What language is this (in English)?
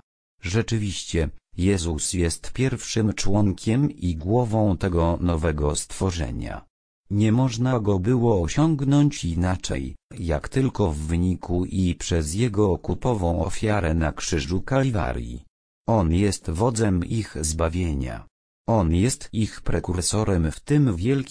Polish